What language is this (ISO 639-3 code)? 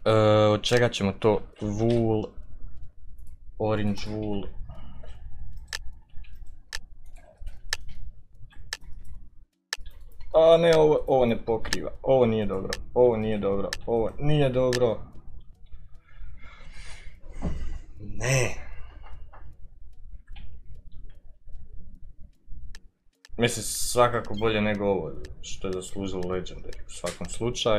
hrv